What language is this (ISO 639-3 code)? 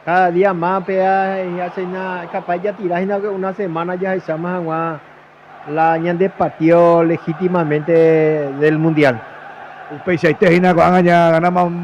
grn